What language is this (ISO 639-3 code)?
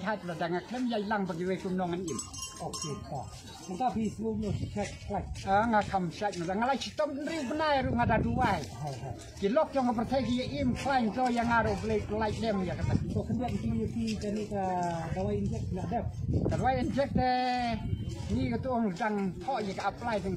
kha